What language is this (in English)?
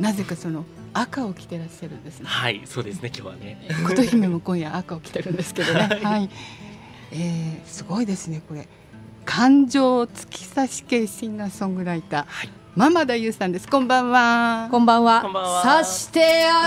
Japanese